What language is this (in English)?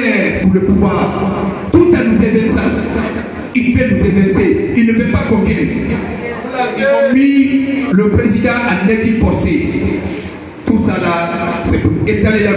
French